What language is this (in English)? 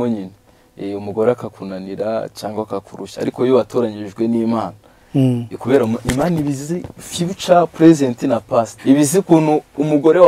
Kinyarwanda